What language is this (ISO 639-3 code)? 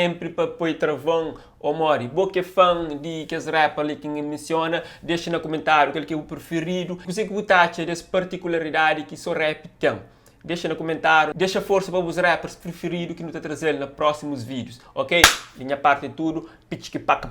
kea